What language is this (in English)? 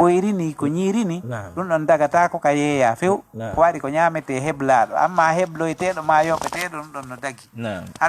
Fula